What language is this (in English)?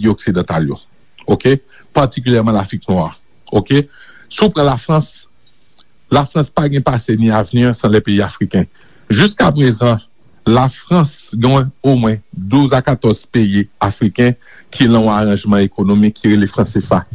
Haitian Creole